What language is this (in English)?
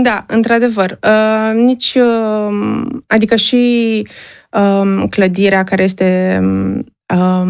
Romanian